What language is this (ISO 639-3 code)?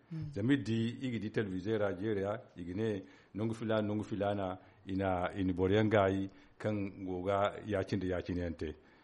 dje